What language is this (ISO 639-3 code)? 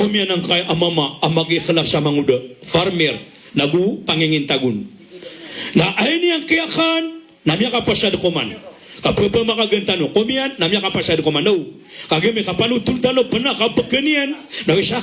mrw